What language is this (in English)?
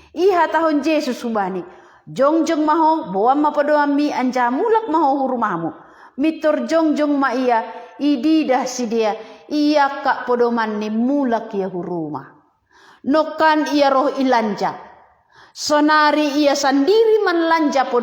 Batak Simalungun